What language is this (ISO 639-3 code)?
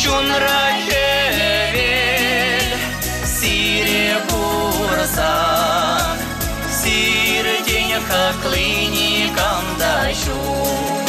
chv